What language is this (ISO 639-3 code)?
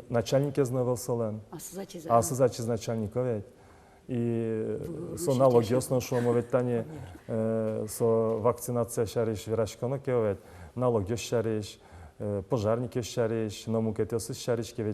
udm